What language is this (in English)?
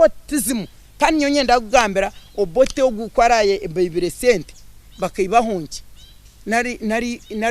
Nyankole